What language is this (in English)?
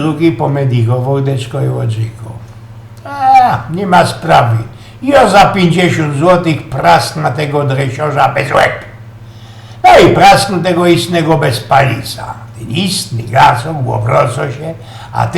Silesian